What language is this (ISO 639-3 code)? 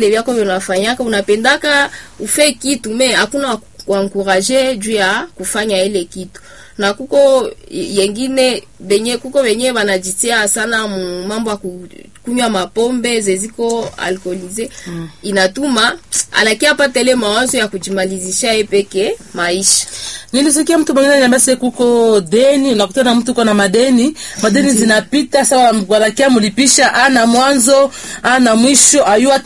swa